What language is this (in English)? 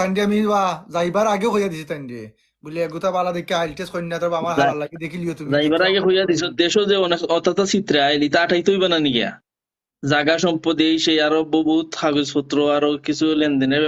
Sylheti